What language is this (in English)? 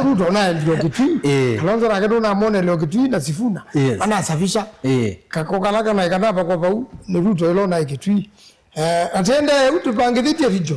Kamba